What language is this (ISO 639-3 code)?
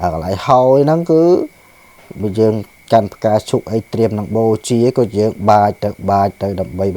khm